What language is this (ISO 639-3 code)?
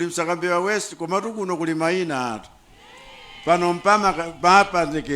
nya